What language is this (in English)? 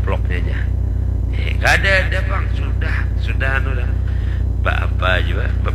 Banjar